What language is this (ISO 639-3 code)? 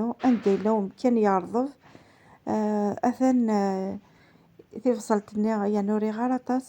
kab